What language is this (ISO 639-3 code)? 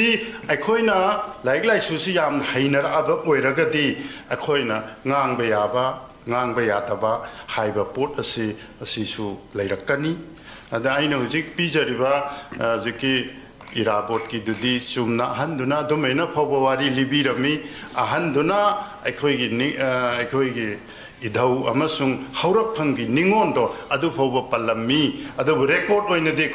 mni